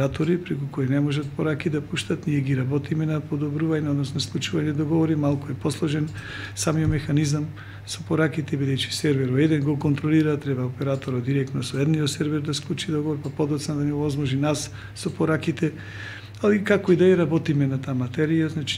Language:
Macedonian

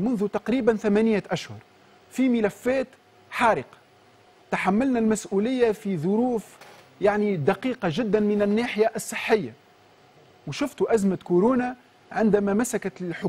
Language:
Tunisian Arabic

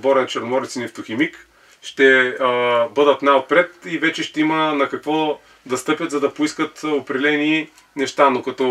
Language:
Bulgarian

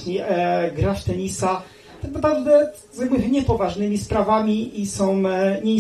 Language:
Polish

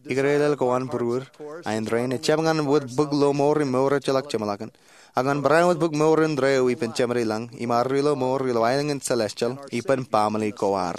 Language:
Marshallese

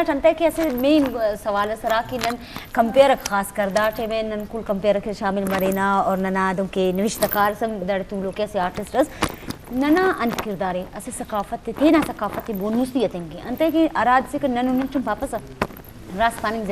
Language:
Eastern Balochi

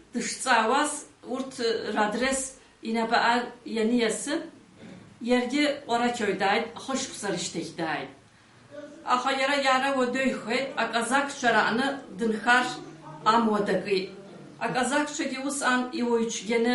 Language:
Abkhazian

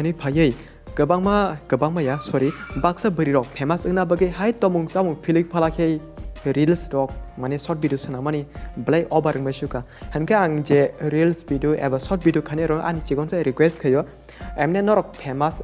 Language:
Kok Borok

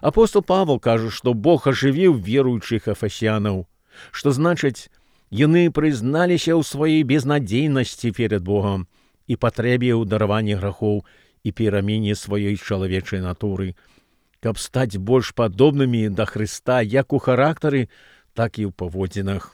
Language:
Belarusian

